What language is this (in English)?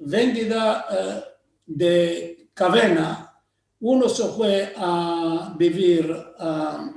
Ladino